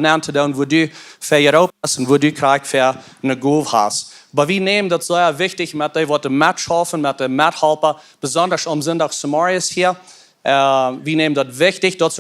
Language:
Plautdietsch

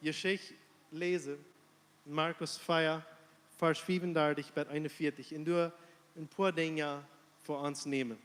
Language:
Plautdietsch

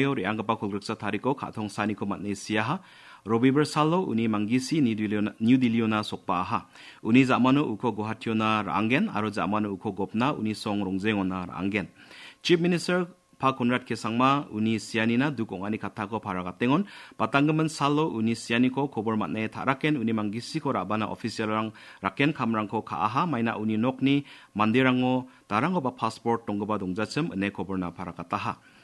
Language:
Garo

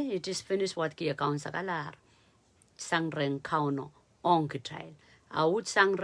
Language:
Pohnpeian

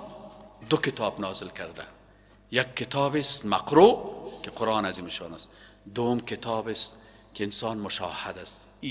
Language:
Persian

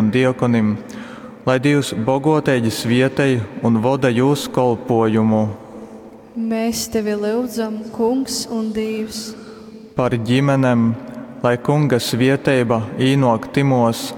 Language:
Latgalian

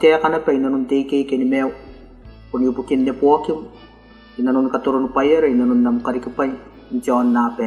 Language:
Gilbertese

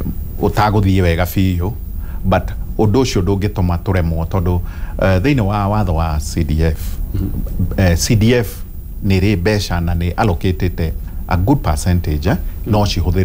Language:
Kikuyu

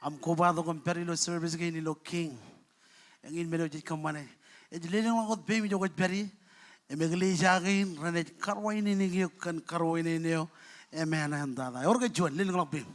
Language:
Marshallese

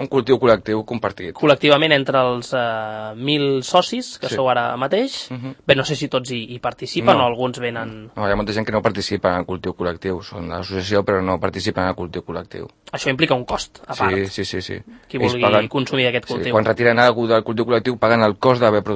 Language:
Catalan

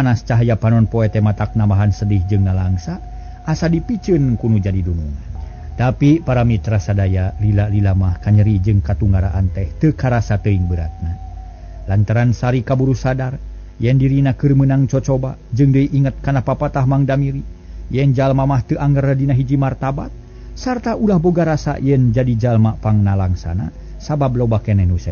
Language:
Sundanese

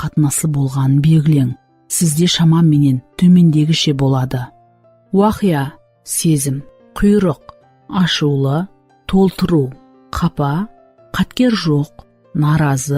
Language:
Kara-Kalpak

